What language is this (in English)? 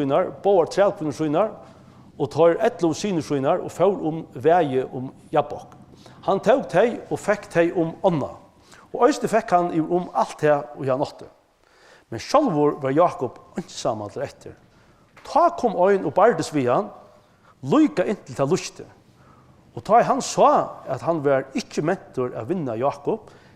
Faroese